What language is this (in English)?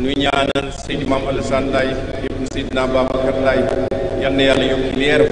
Wolof